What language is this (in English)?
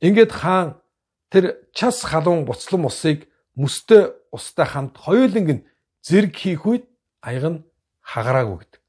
Mongolian